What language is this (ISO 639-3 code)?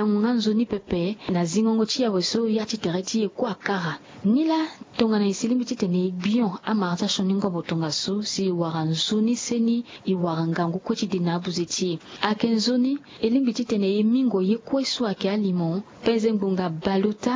sag